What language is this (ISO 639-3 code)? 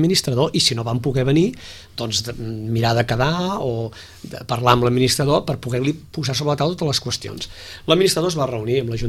cat